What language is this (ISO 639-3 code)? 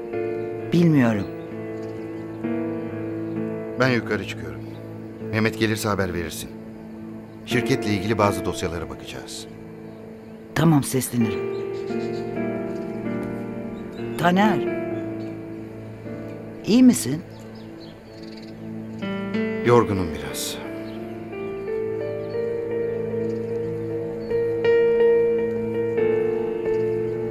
tur